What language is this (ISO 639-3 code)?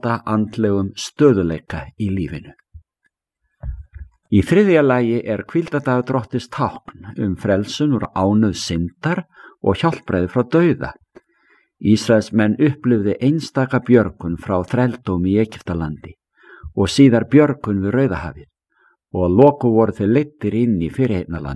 isl